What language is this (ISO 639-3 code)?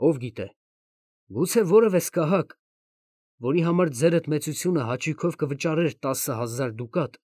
hye